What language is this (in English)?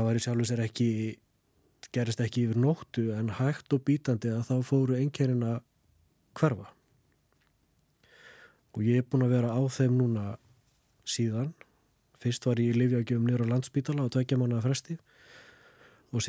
Icelandic